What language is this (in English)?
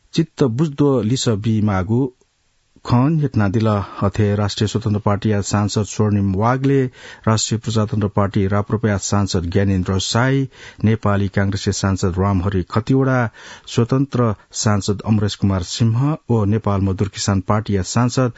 Newari